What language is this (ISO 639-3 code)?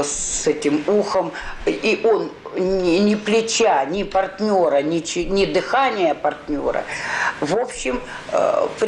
rus